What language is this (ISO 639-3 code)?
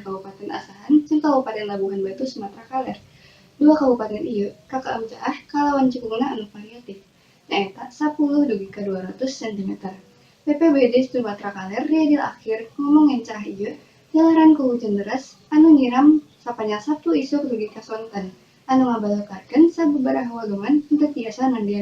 sun